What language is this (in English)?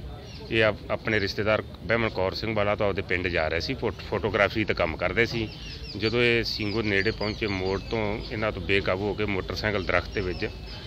Punjabi